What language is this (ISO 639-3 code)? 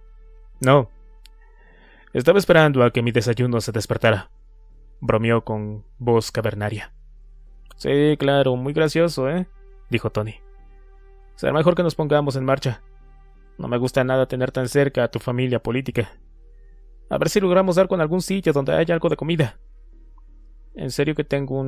spa